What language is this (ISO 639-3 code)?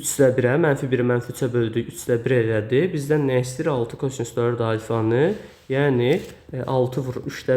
aze